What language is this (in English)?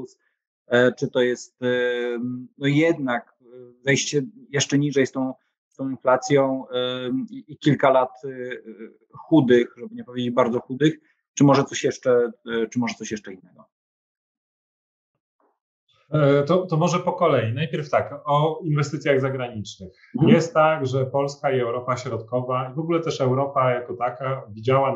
Polish